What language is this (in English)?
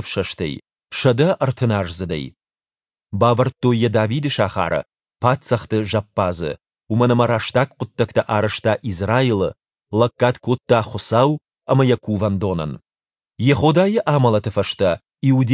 Ossetic